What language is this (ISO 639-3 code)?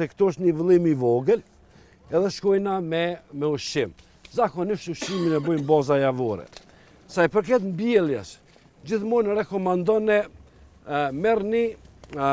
sqi